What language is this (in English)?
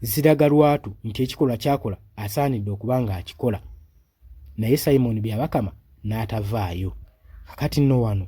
Ganda